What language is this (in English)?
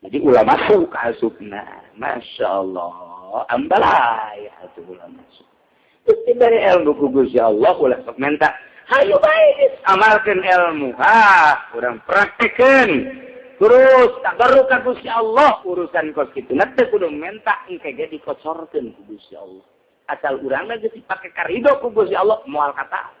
Sundanese